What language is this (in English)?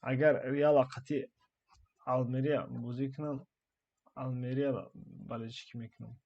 Tajik